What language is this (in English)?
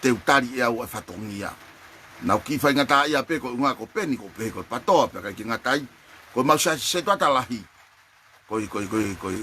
Tongan